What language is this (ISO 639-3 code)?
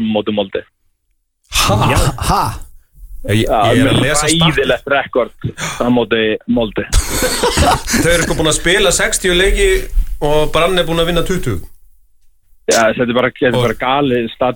isl